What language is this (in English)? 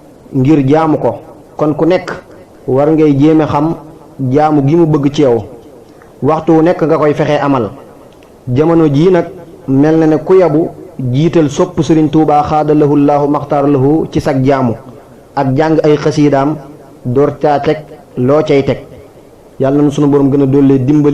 Wolof